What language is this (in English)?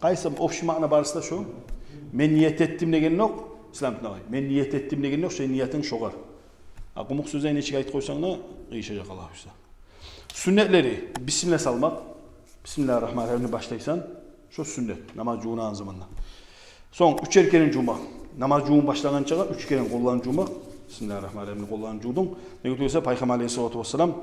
Kumyk